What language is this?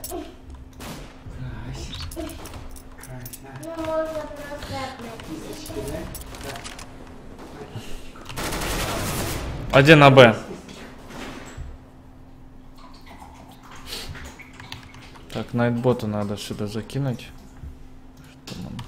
Russian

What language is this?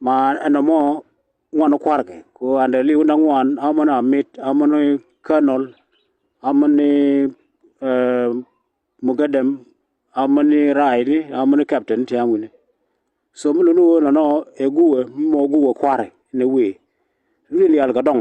Nuer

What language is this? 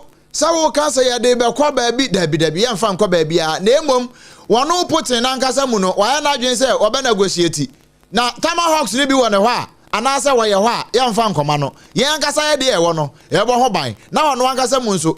Akan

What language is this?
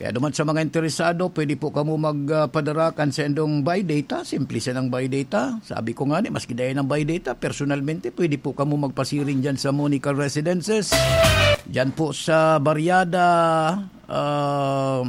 Bikol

